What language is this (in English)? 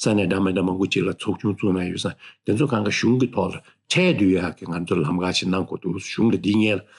Tibetan